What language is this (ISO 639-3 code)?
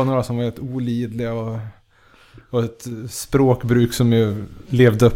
swe